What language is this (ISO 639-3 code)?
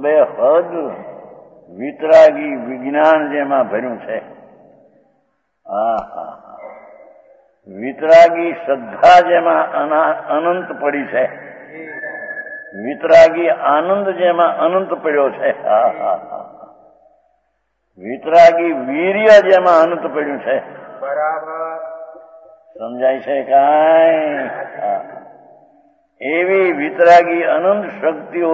guj